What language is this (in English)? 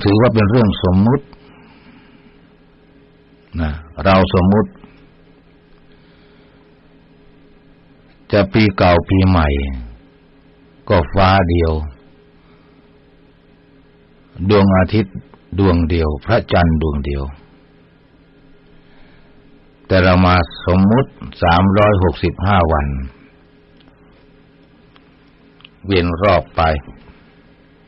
Thai